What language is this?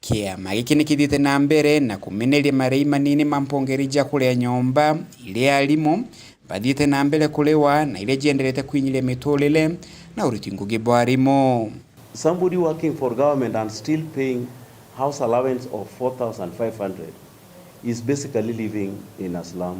Meru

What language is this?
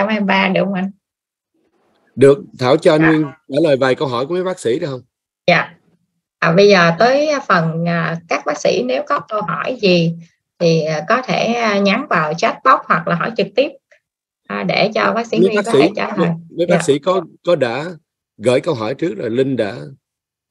Vietnamese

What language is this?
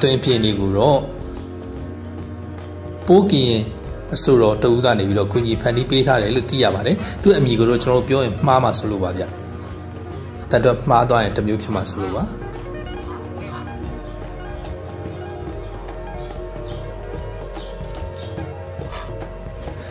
Burmese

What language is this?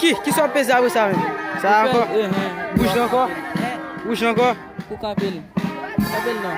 Haitian Creole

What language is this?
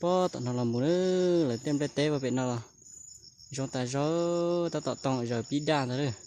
Hmong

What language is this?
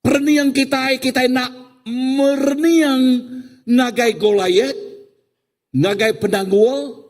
Iban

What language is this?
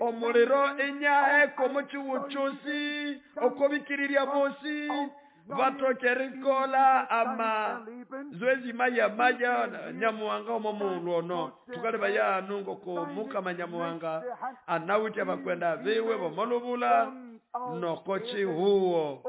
Nande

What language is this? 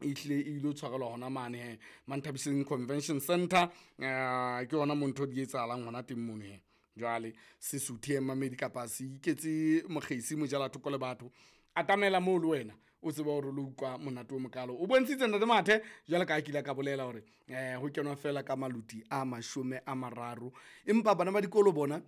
Southern Sotho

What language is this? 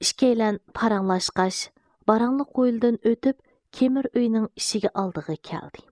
Uyghur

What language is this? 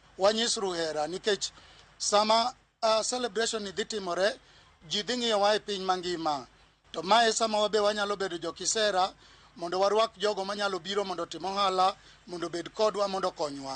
Luo (Kenya and Tanzania)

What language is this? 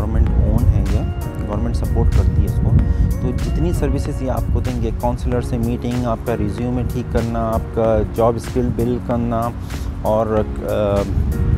Hindi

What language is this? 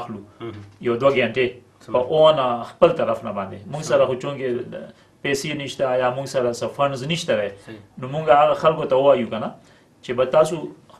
Pashto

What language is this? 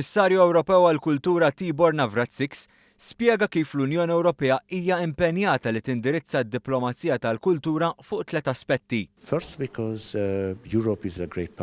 Maltese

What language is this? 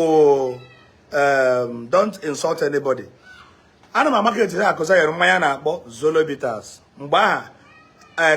Igbo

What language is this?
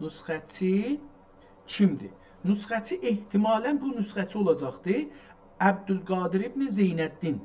South Azerbaijani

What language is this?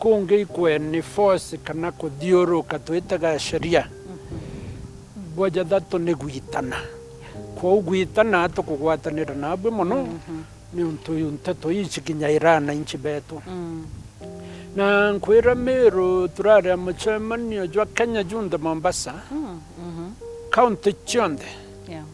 Meru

